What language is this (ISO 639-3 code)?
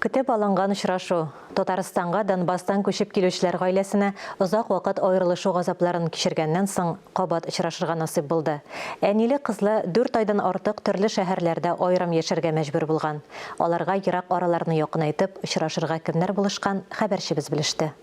tat